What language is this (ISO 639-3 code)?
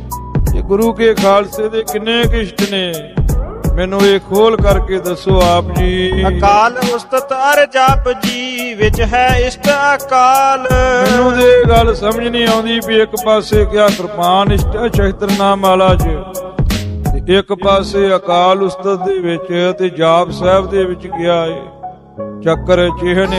pan